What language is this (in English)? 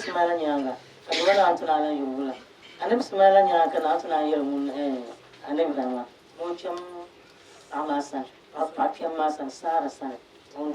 Dagbani